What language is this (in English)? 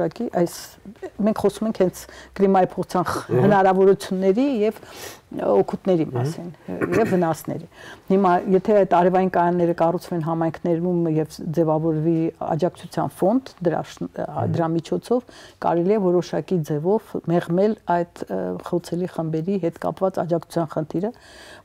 Armenian